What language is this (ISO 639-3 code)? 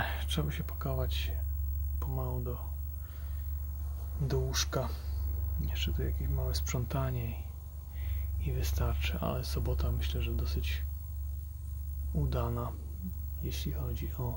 pol